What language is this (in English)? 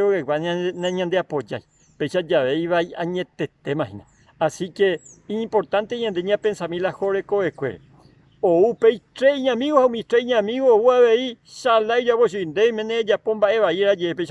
Guarani